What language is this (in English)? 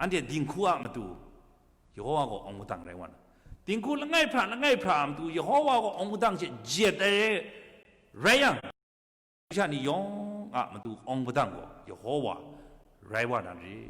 Kachin